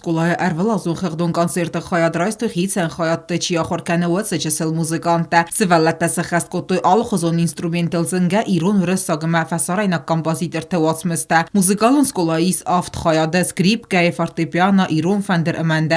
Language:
Ossetic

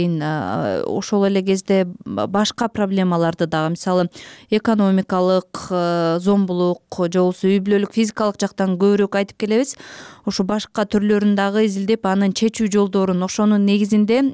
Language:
Kyrgyz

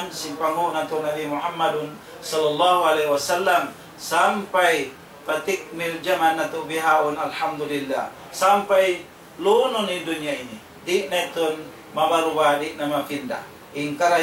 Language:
Tausug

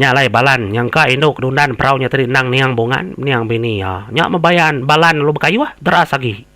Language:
Iban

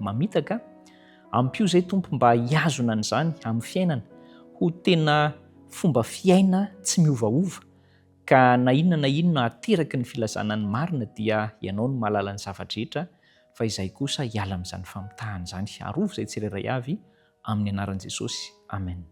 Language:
Malagasy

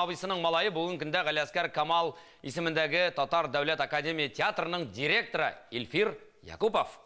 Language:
Tatar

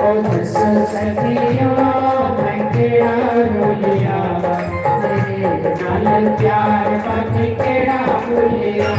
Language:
Dogri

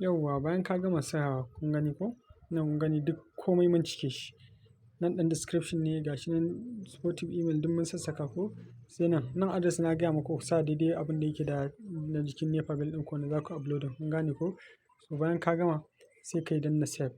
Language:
Hausa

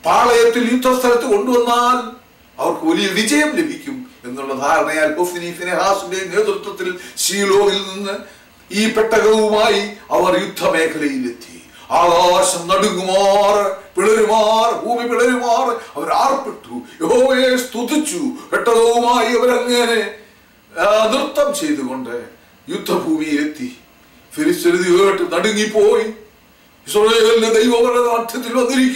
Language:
Malayalam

